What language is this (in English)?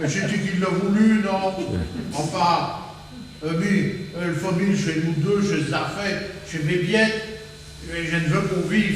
Picard